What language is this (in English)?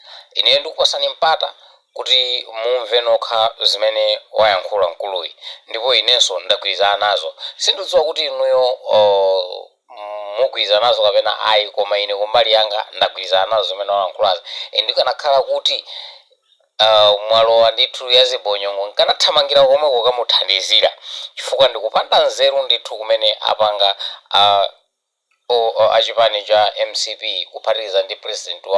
Nyanja